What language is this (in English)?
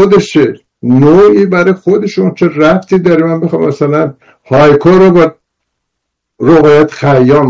Persian